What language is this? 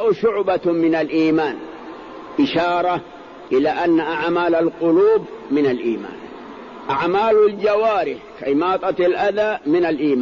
Arabic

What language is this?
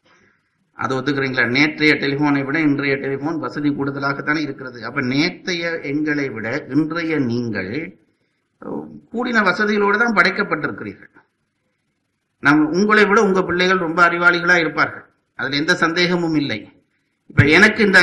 Tamil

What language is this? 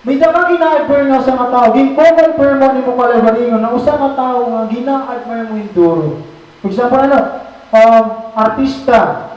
Waray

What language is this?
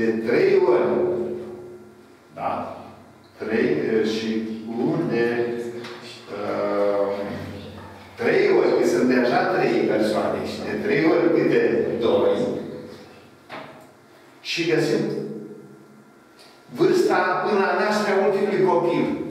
Romanian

